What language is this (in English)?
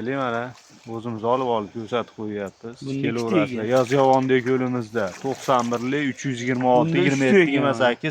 Uzbek